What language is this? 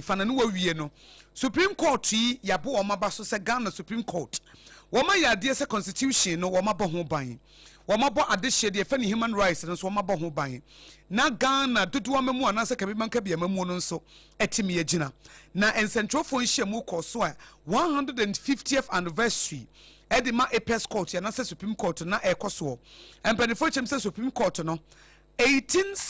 Akan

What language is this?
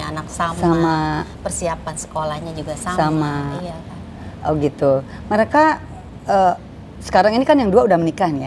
Indonesian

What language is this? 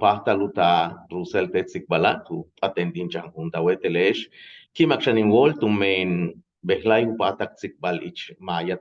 Yucateco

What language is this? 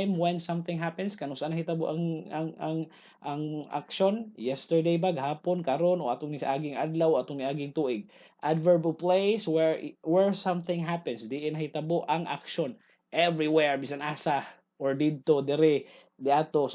Cebuano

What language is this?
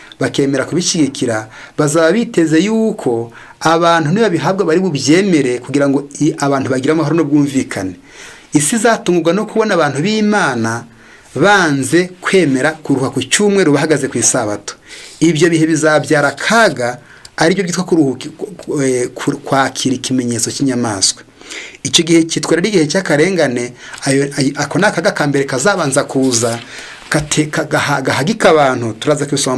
Kinyarwanda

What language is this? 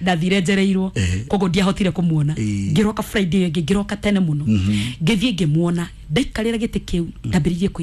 Kikuyu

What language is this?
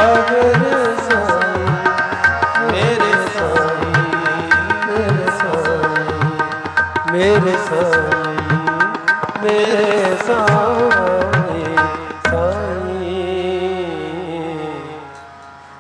Punjabi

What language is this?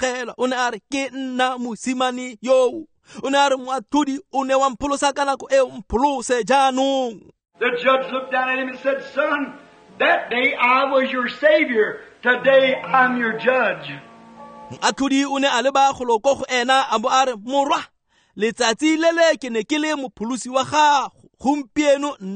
Tswana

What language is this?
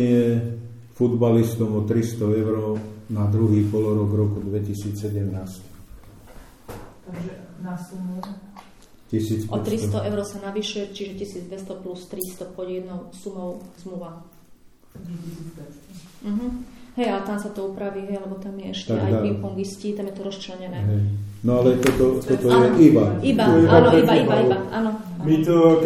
Slovak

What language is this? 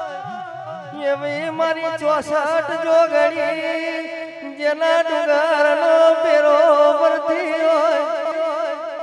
Gujarati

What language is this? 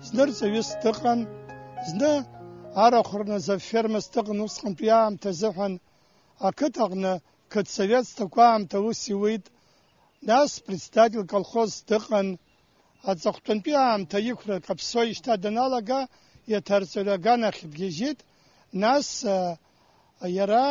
Abkhazian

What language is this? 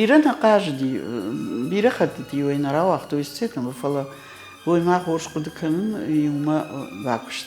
Ossetic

